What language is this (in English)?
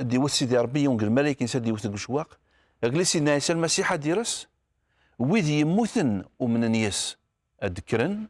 Kabyle